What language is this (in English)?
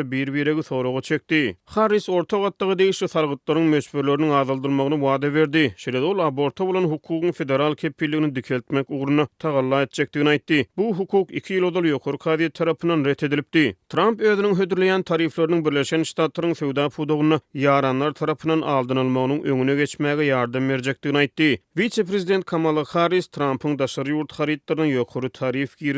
Turkmen